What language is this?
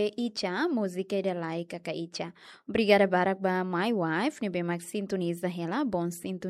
Tetum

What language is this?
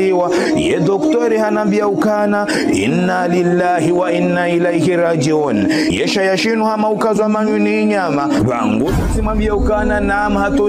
Ngazidja Comorian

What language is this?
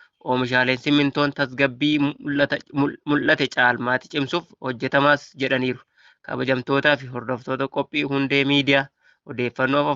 Oromo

